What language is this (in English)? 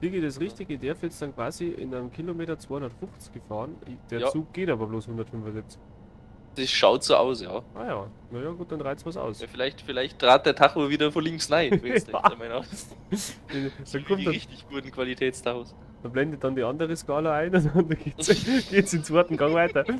Bavarian